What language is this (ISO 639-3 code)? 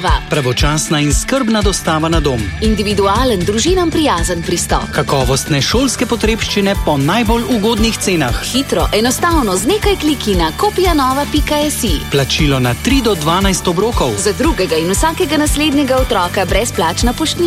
slv